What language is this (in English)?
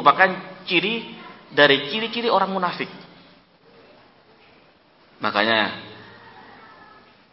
Indonesian